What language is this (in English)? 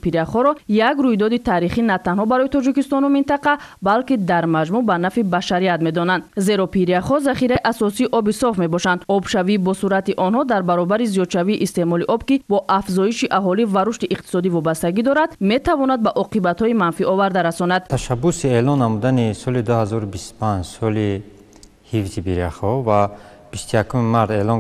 Tajik